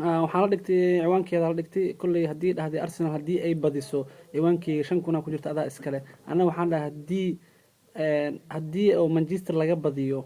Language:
Somali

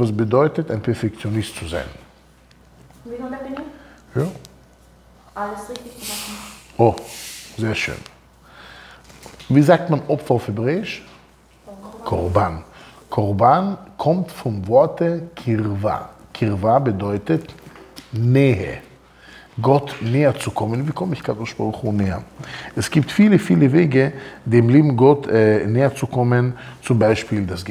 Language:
German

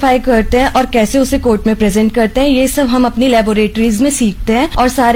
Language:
Hindi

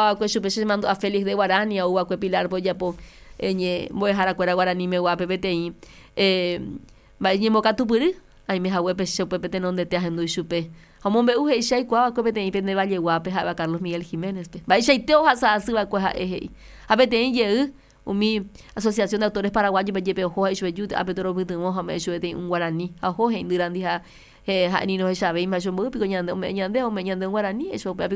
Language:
Guarani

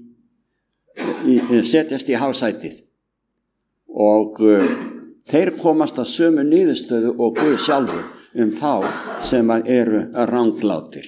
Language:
Icelandic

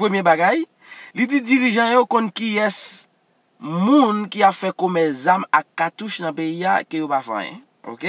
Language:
Haitian Creole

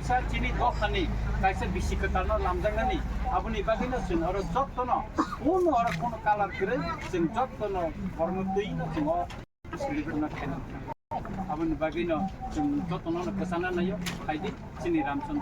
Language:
Kok Borok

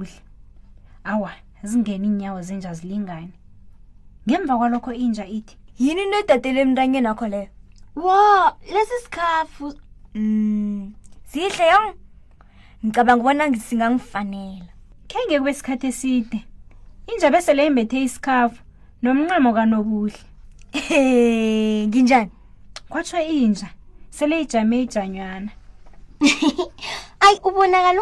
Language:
South Ndebele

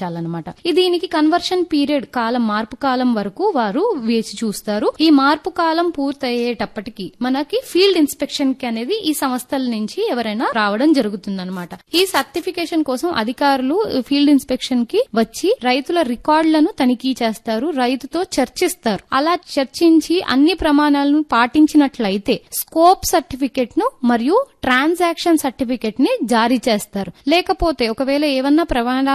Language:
Telugu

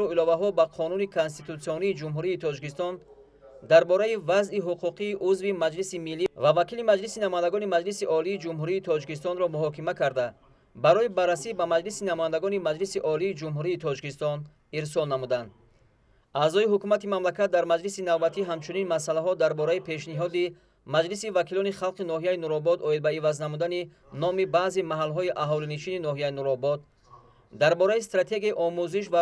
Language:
Tajik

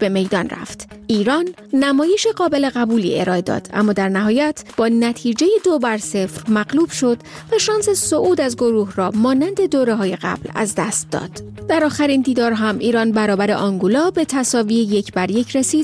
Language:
Persian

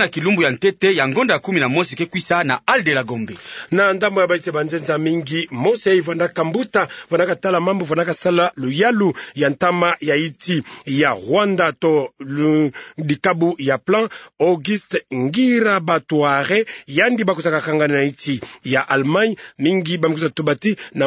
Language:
Kituba (Democratic Republic of Congo)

